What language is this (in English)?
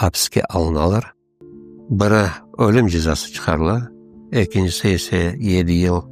Crimean Tatar